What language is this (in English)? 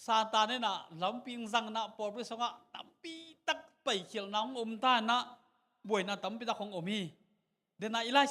Tedim Chin